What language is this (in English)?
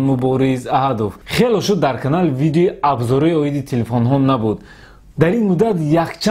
Tajik